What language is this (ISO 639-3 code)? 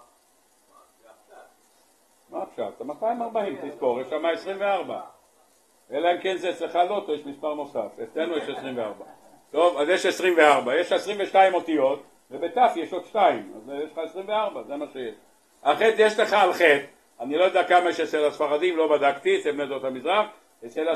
heb